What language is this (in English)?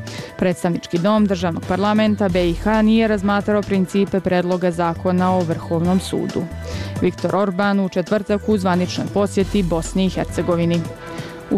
Bosnian